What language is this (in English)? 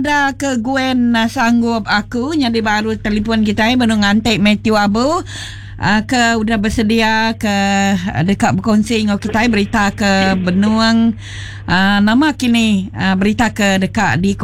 Iban